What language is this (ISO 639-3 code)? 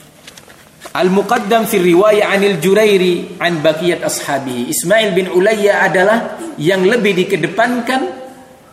ind